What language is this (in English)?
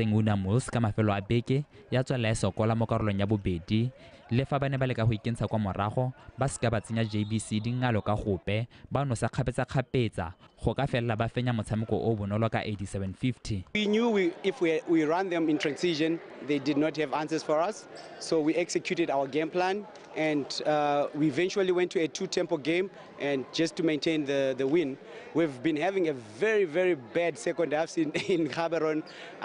Tswana